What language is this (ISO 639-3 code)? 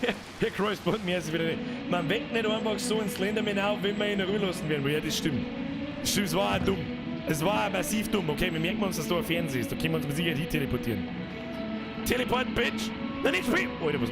bar